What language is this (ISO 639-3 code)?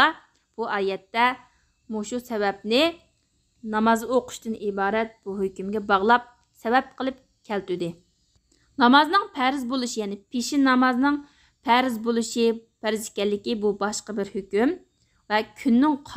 uig